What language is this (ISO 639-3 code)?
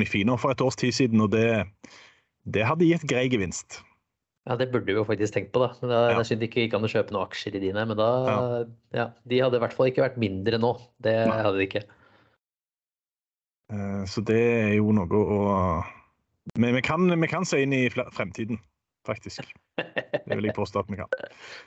nor